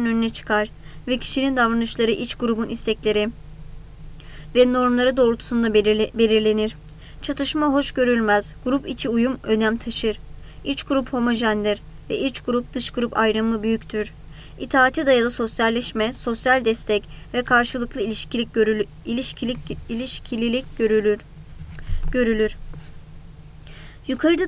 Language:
Turkish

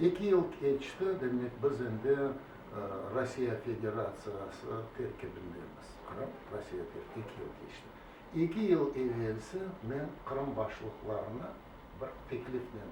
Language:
Crimean Tatar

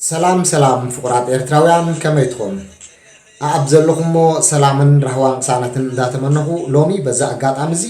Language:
Tigrinya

